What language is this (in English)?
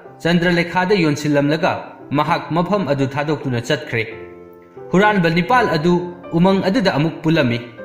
Manipuri